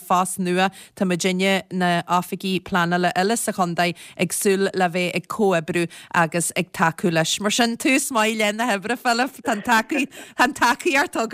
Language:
Irish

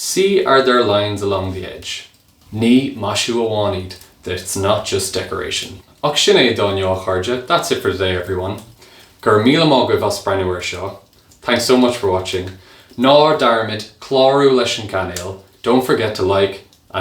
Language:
Irish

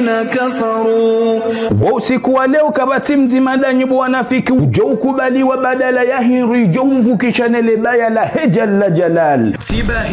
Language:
Ngazidja Comorian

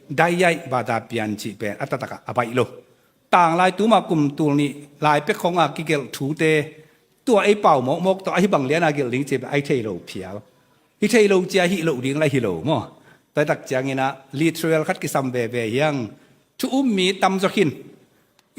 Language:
Tedim Chin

